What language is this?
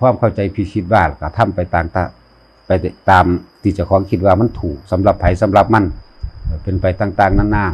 Northeastern Thai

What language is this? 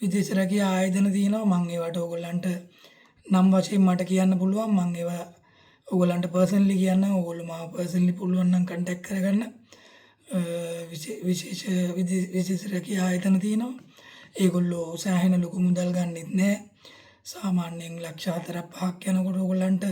Sinhala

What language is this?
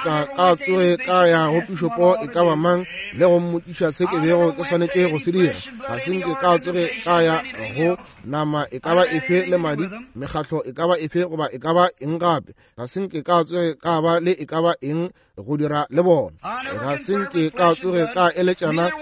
Northern Sotho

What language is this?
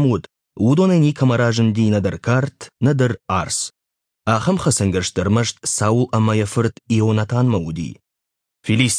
Ossetic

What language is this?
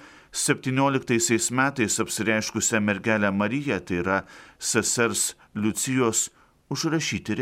Lithuanian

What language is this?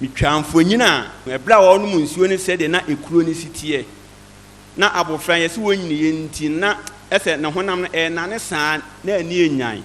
Akan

